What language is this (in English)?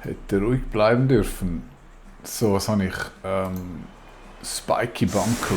Swiss German